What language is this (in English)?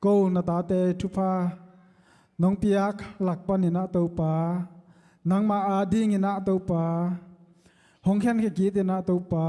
Tedim Chin